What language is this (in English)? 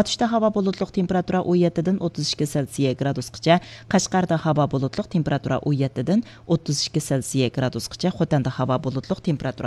Uyghur